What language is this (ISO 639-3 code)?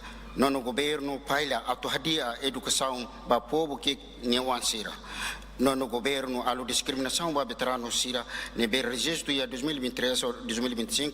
tet